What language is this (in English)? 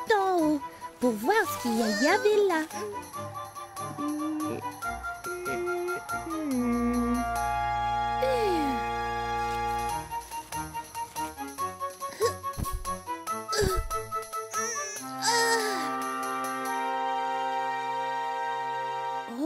French